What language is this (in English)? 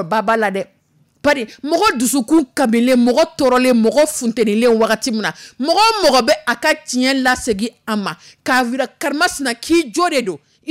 Dyula